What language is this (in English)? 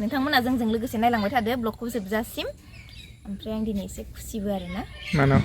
Bodo